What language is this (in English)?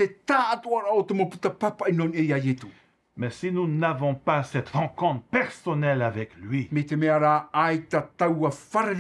Tahitian